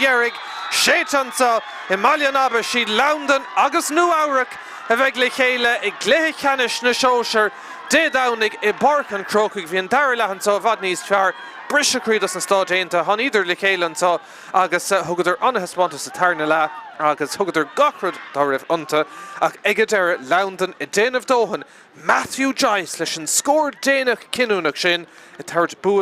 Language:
Irish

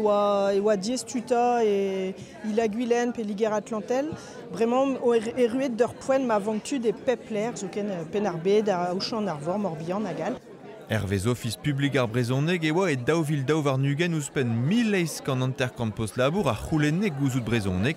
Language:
Breton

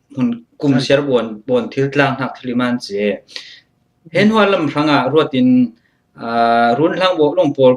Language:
Falam Chin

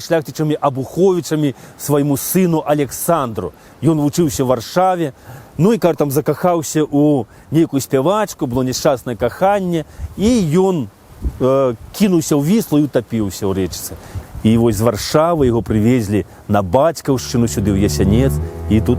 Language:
Belarusian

